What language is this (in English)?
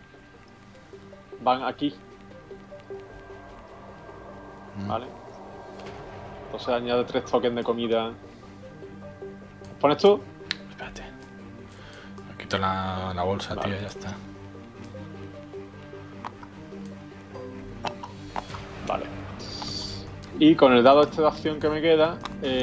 Spanish